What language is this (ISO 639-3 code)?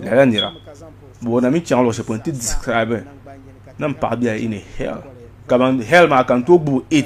dag